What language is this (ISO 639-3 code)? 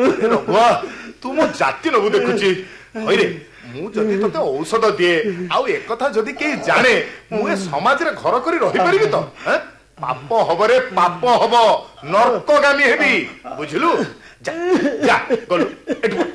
ori